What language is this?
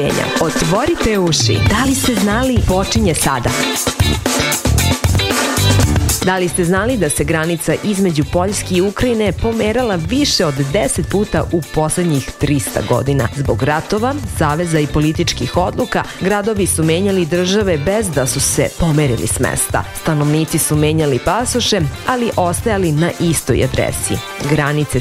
Serbian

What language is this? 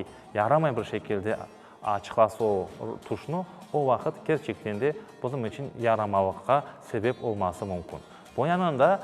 Crimean Tatar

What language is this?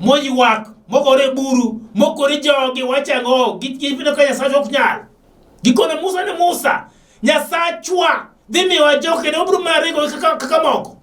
Luo (Kenya and Tanzania)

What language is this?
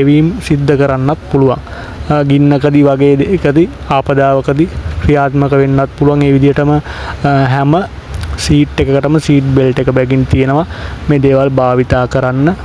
Sinhala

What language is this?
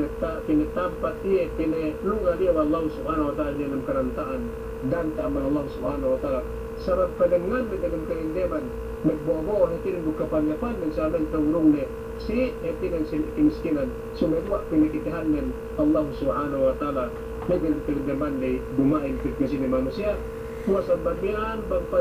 Yakan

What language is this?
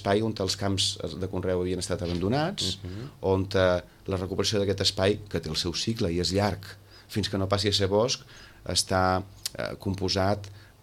Catalan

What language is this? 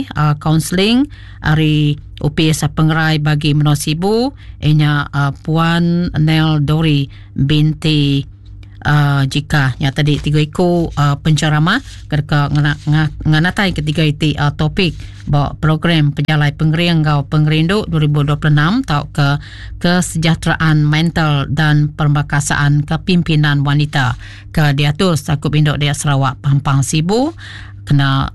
Iban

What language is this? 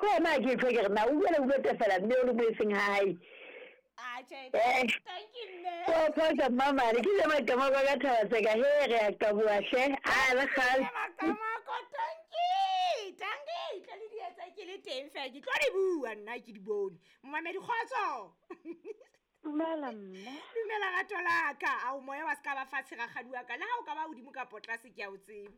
Southern Sotho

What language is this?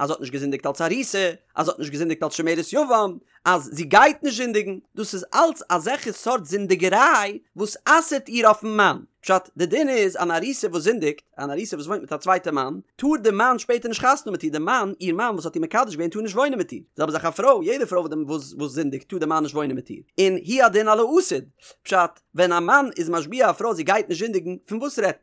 Yiddish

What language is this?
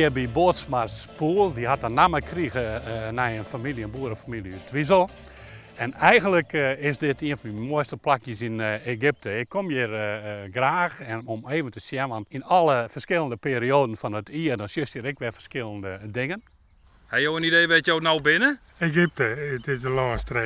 Western Frisian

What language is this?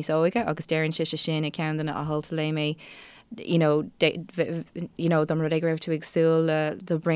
Irish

